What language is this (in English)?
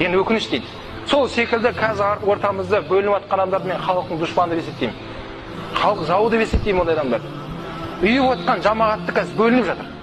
Kazakh